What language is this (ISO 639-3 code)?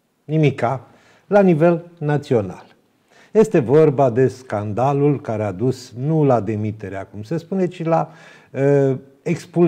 ron